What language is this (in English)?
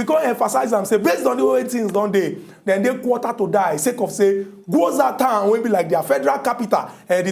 Nigerian Pidgin